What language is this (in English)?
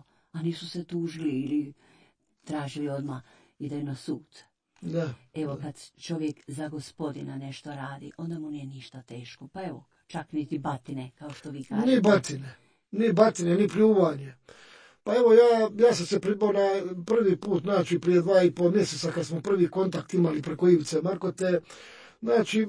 Croatian